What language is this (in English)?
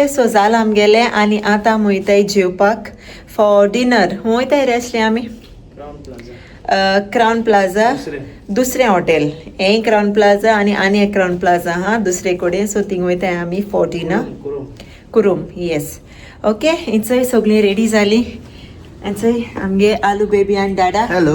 Konkani